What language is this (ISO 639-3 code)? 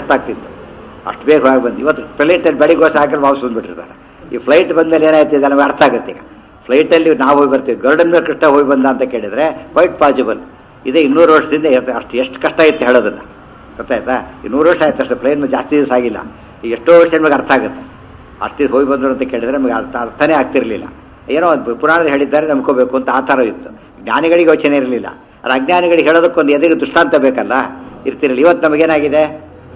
kan